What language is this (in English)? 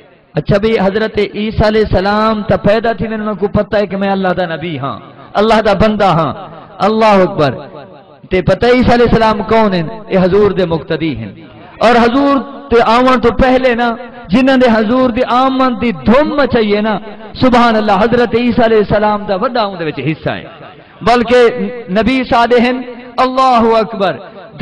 Saraiki